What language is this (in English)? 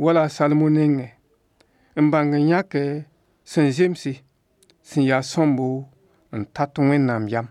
Mossi